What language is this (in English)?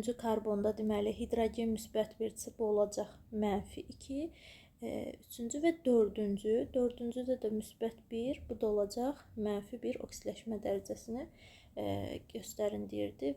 Azerbaijani